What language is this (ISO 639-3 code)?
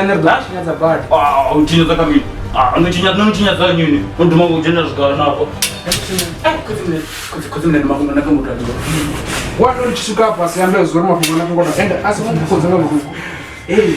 ven